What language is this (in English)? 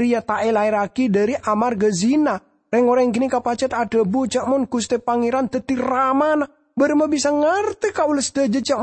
Madurese